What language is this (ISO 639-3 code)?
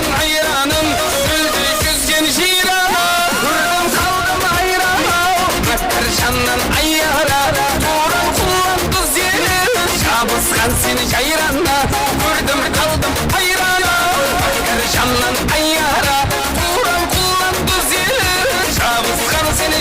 kaa